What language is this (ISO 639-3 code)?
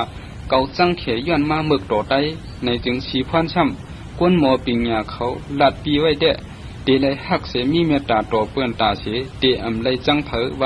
shn